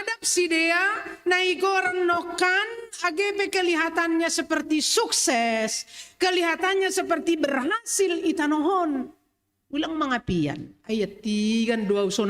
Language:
Batak Simalungun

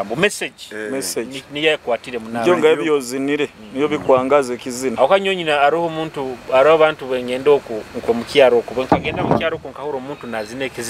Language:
Nyoro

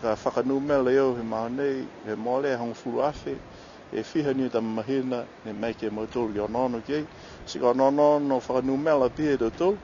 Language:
Niuean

